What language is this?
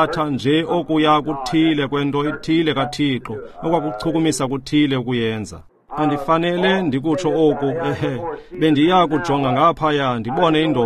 Xhosa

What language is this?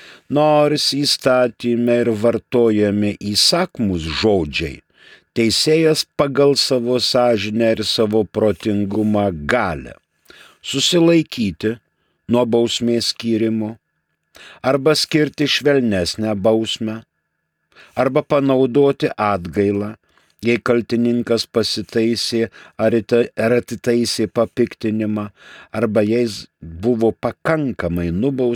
Lithuanian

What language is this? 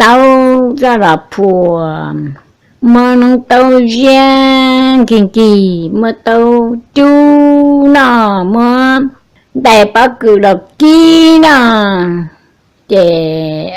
Hmong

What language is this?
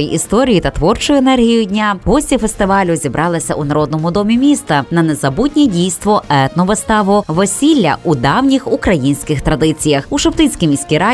Ukrainian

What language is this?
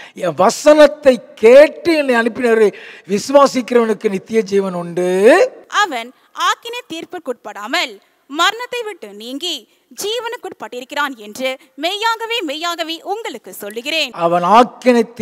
Tamil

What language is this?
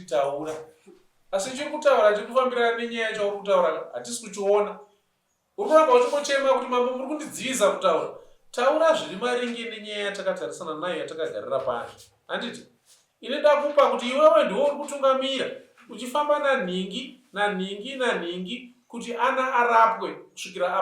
Shona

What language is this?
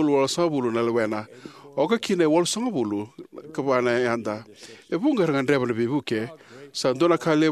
Fijian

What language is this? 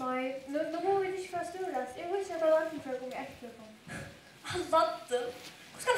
Faroese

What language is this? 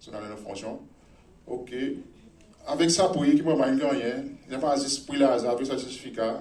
Seselwa Creole French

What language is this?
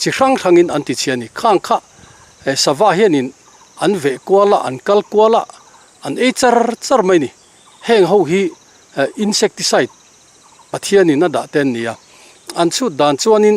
Mizo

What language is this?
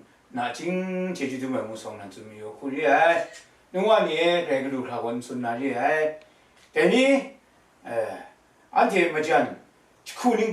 Kachin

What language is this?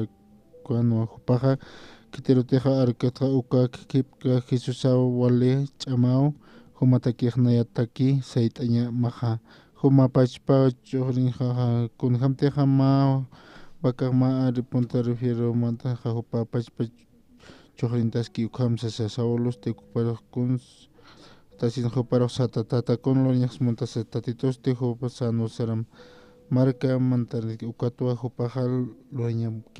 Aymara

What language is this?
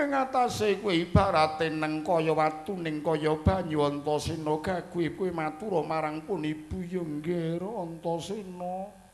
Javanese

